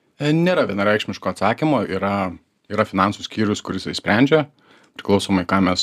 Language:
Lithuanian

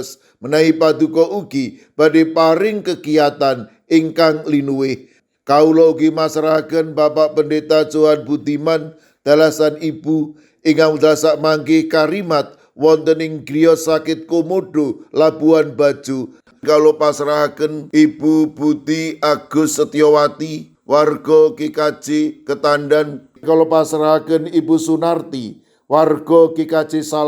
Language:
Javanese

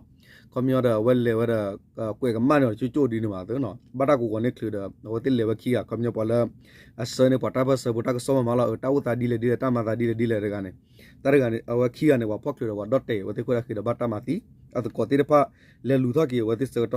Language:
S'gaw Karen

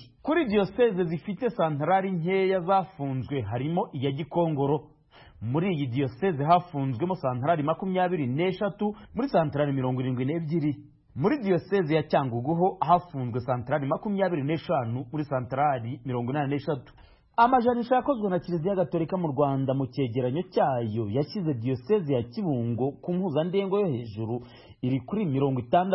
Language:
Kinyarwanda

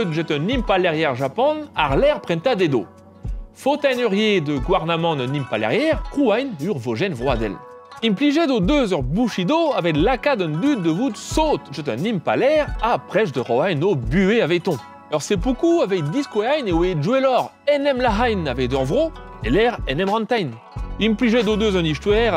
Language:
Breton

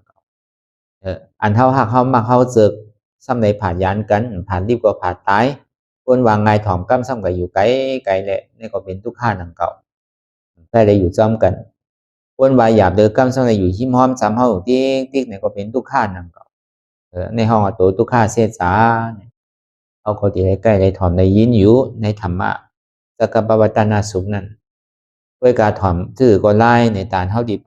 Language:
Shan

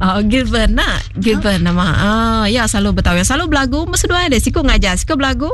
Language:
Iban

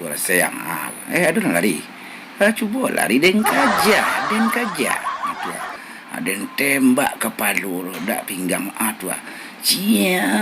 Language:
Minangkabau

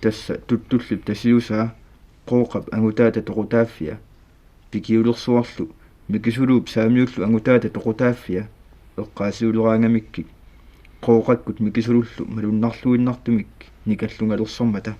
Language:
Kalaallisut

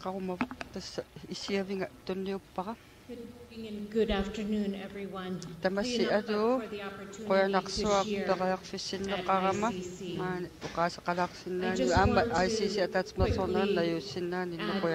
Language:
Kalaallisut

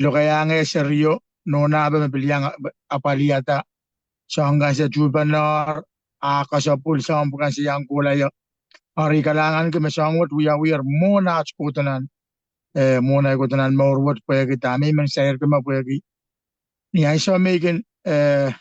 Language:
Pohnpeian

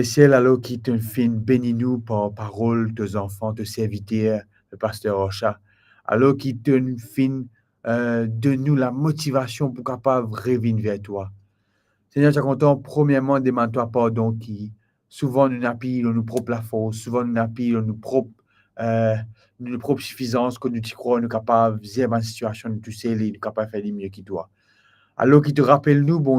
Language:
Morisyen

